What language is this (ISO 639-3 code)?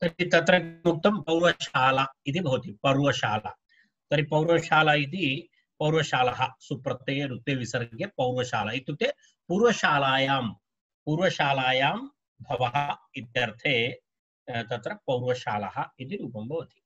san